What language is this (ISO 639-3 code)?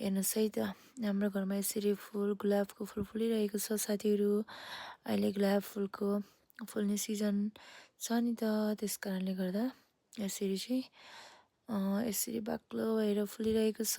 nep